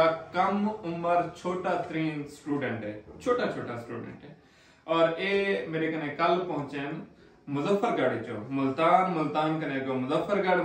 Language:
Saraiki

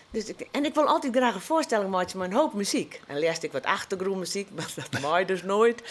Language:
Western Frisian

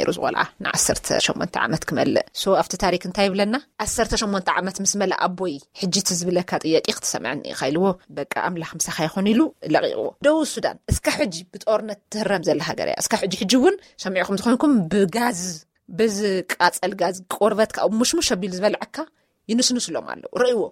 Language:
Tigrinya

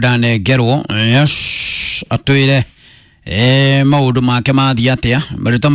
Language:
Kikuyu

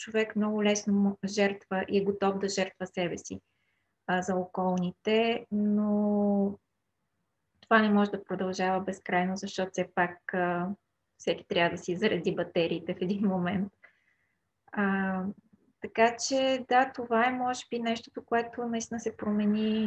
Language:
Bulgarian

